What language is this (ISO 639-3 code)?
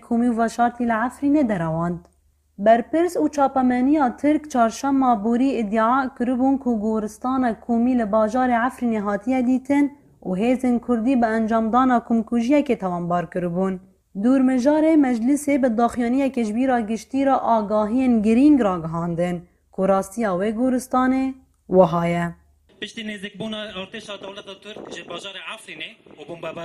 kur